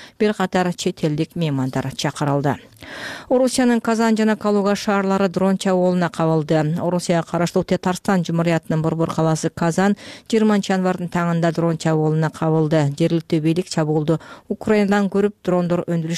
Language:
Kyrgyz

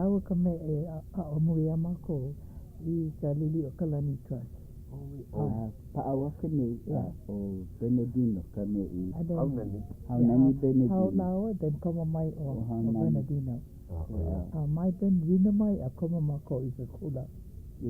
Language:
Hawaiian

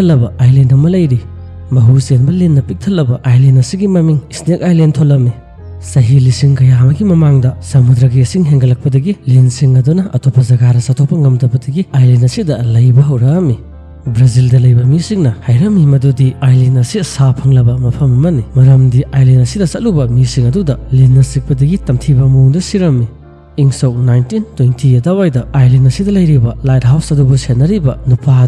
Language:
Manipuri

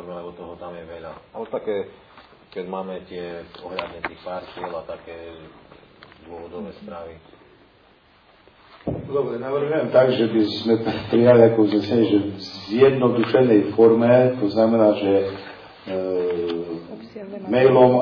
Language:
Slovak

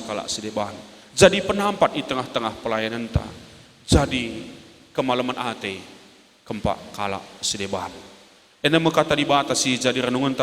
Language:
Batak Karo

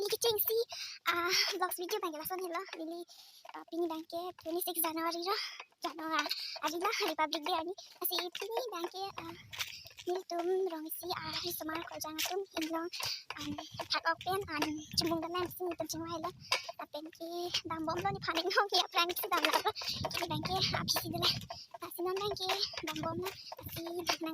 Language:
Karbi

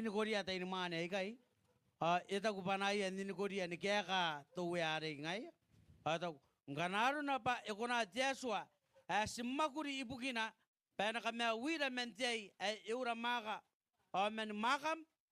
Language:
Gilbertese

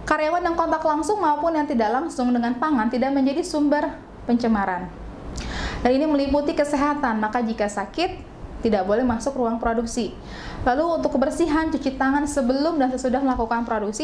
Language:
Indonesian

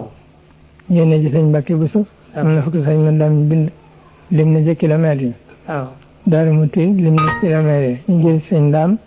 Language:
Wolof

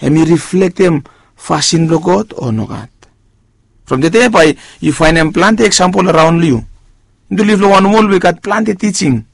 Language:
Bislama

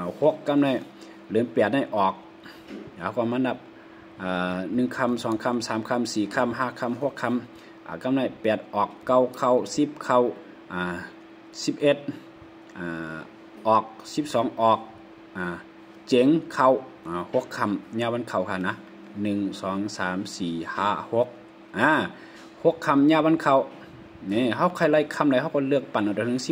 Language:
Shan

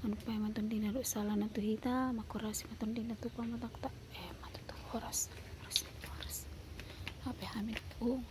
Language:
Batak Toba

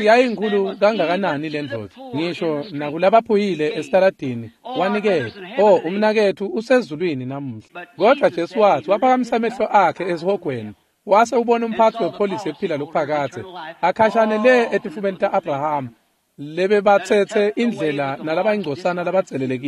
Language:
Swati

